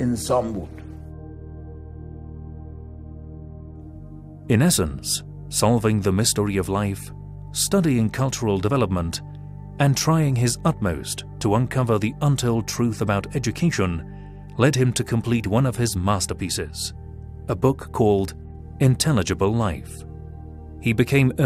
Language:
Persian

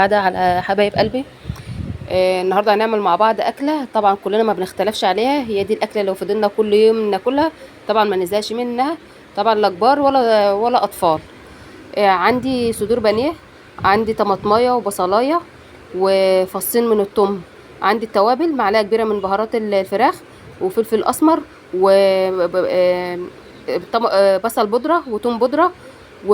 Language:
Egyptian Arabic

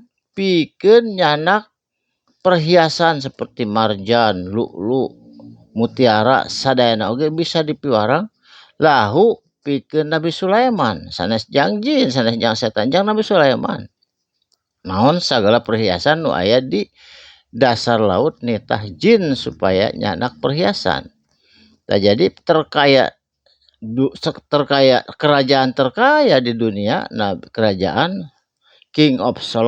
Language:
Sundanese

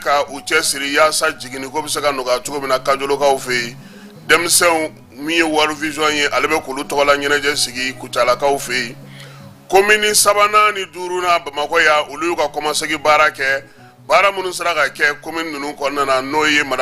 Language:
Bambara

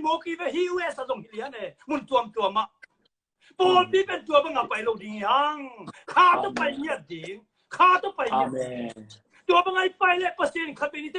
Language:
Tedim Chin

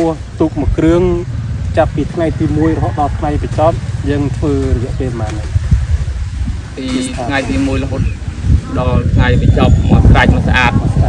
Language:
Khmer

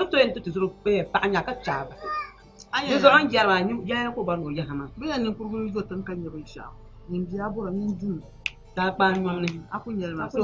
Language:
Dagbani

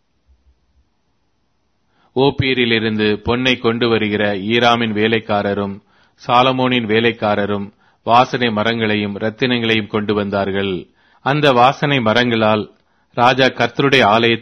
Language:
Tamil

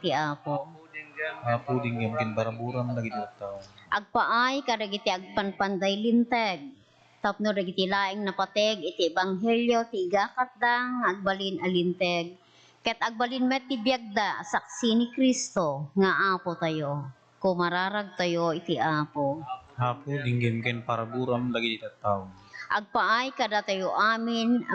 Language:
Iloko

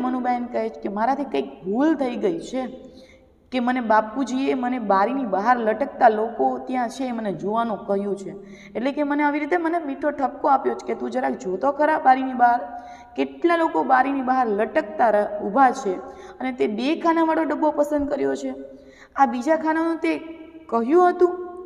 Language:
Gujarati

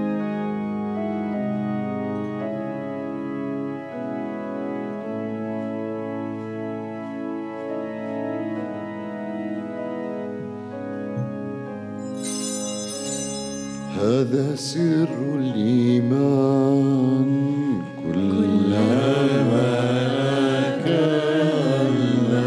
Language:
Arabic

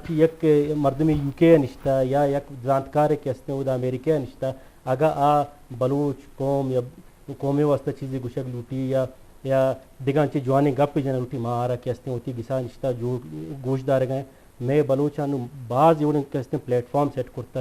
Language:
Eastern Balochi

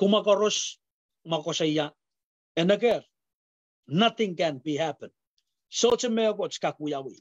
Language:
Pohnpeian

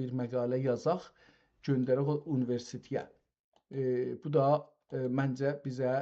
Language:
South Azerbaijani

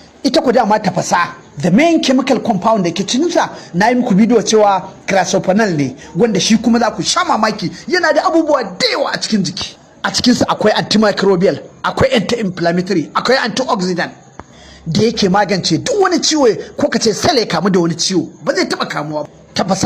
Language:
Hausa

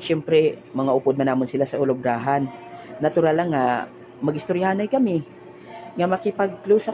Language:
Hiligaynon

